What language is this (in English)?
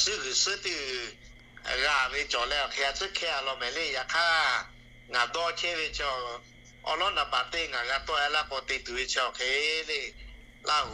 Lahu